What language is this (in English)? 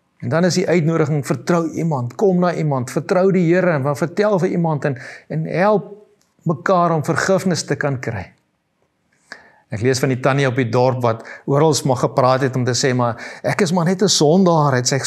Afrikaans